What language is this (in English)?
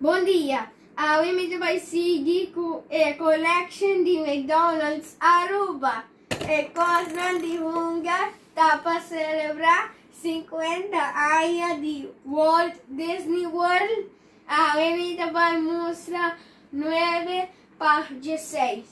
Papiamento